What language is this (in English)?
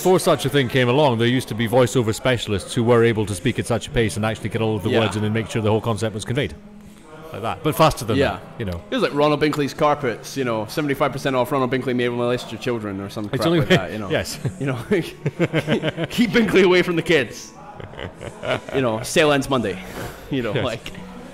English